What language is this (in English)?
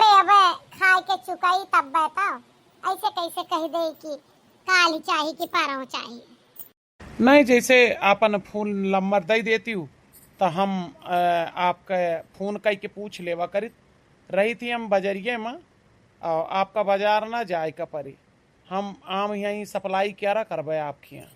Awadhi